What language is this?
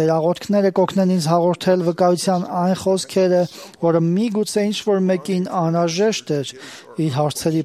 Armenian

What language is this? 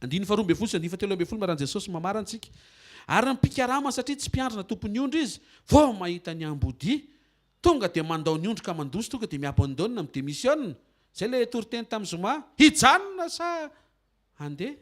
Malagasy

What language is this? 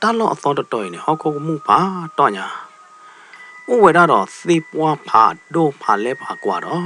S'gaw Karen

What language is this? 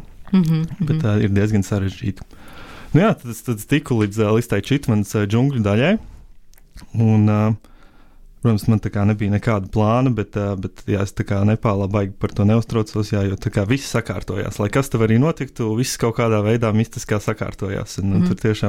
Latvian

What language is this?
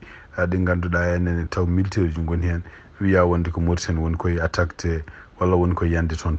Fula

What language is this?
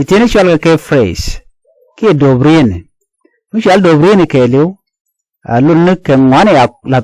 Nuer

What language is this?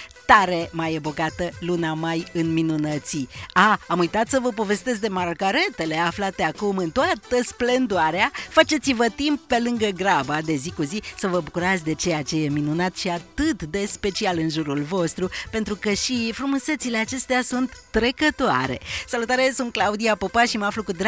Romanian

